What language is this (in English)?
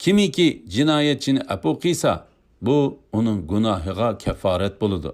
Uyghur